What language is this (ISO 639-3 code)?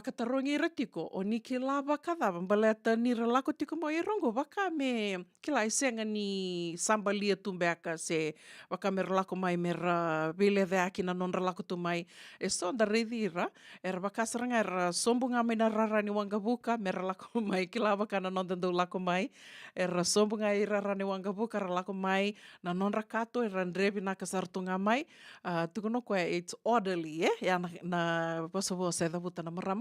fij